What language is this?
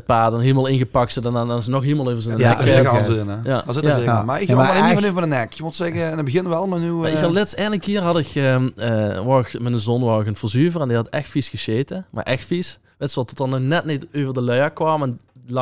Limburgish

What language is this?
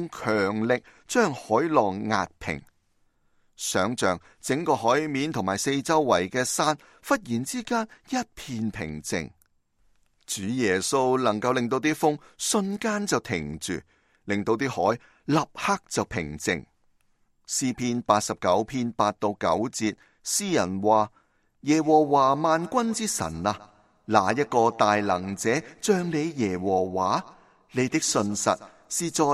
Cantonese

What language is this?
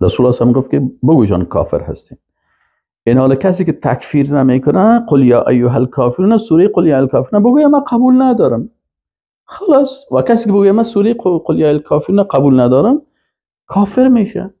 Persian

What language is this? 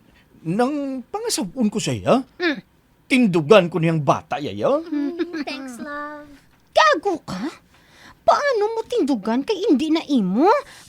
Hiligaynon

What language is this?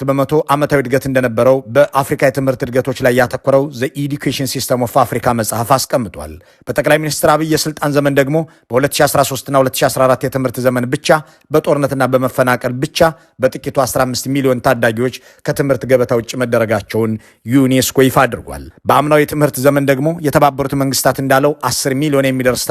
Amharic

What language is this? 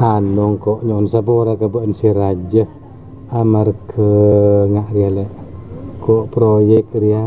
Madurese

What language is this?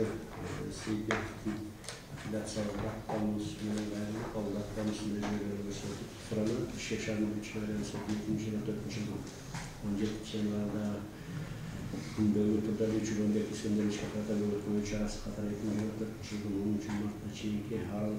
Kyrgyz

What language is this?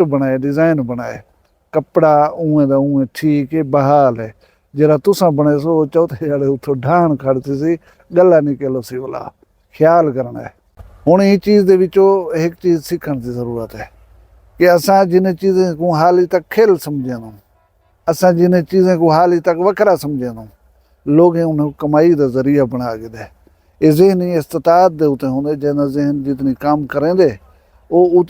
Saraiki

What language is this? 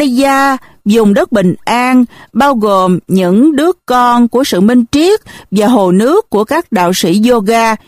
Vietnamese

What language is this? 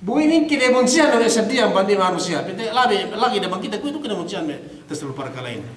Yakan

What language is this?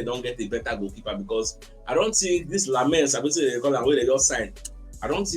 Nigerian Pidgin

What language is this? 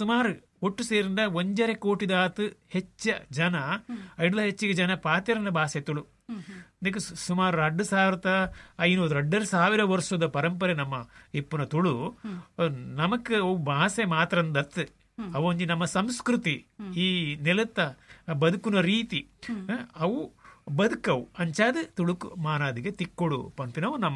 Tulu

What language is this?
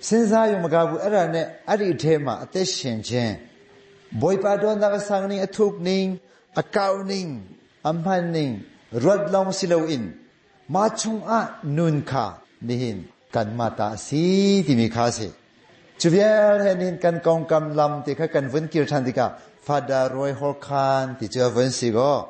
Hakha Chin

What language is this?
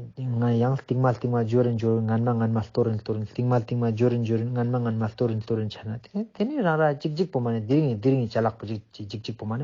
Ladakhi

